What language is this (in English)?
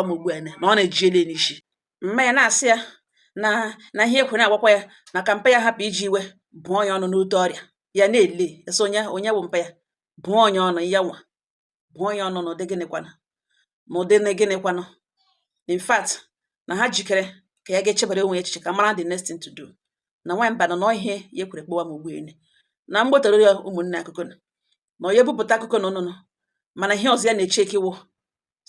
Igbo